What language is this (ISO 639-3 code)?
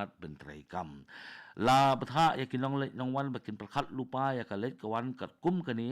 kha